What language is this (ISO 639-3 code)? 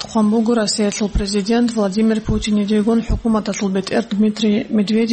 ava